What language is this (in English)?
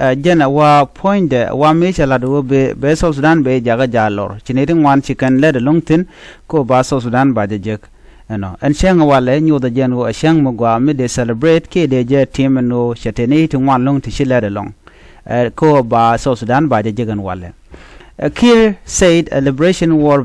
Nuer